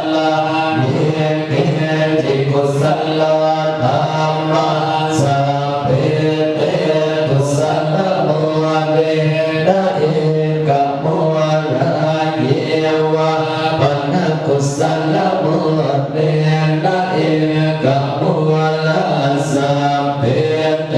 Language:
Pali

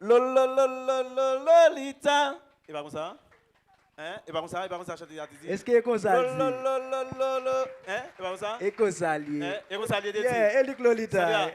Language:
Haitian Creole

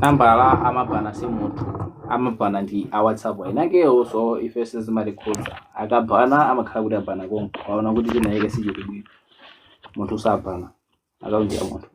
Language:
Nyanja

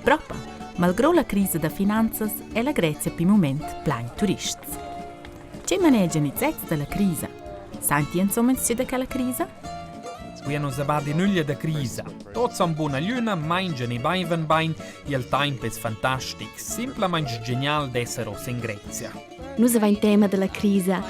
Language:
Romansh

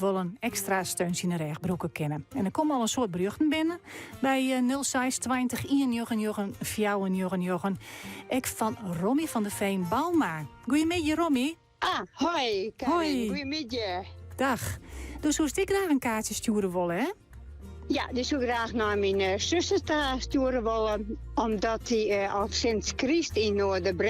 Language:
Western Frisian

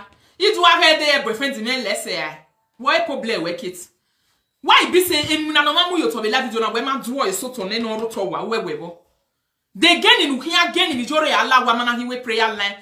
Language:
Nigerian Pidgin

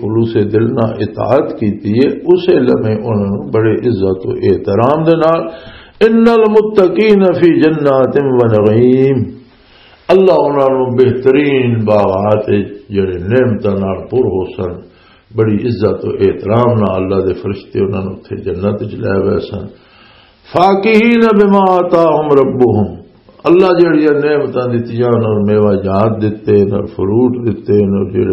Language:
Western Panjabi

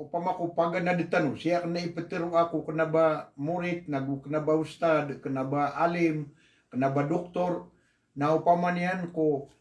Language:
Maranao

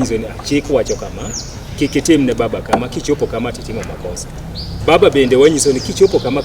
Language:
Luo (Kenya and Tanzania)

